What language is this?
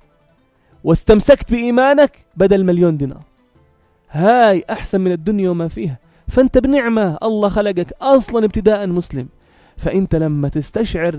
North Levantine Arabic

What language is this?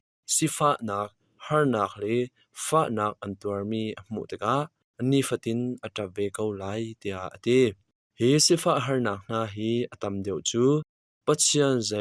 Hakha Chin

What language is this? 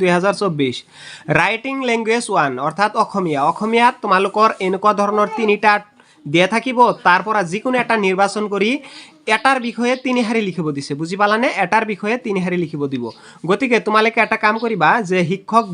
Assamese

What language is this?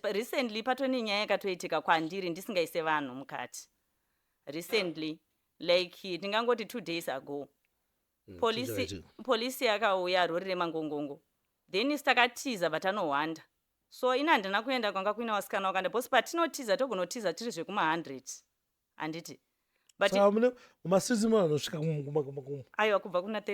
Shona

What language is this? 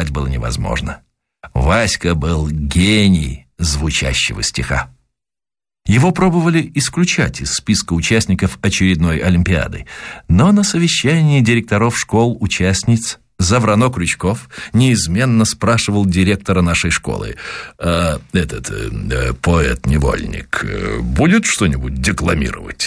Russian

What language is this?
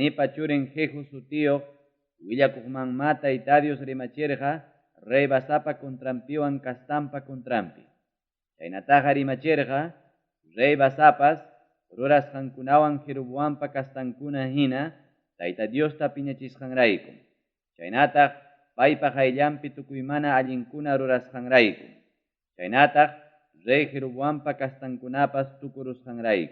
Ayacucho Quechua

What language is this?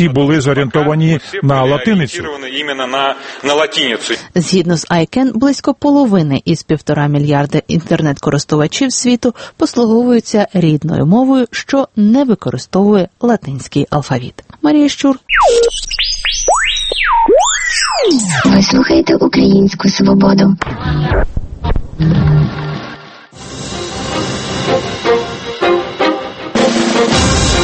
Ukrainian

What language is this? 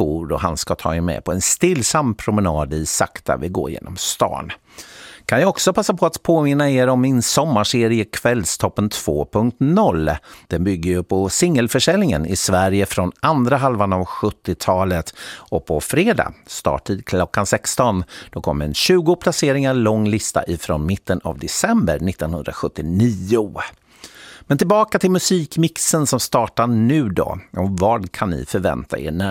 Swedish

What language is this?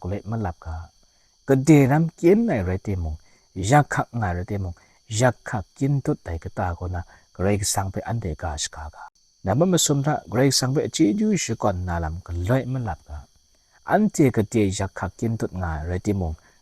Kachin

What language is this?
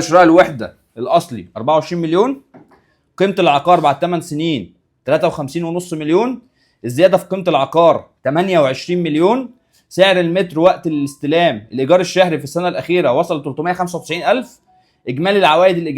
Egyptian Arabic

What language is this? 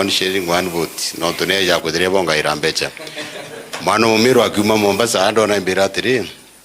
Meru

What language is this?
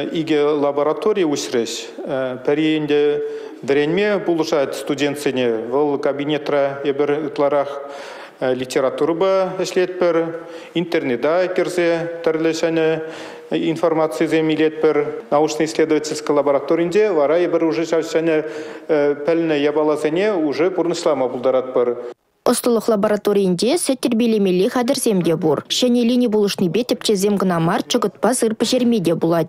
Chuvash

